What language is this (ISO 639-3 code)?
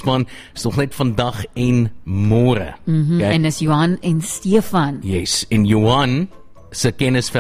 afr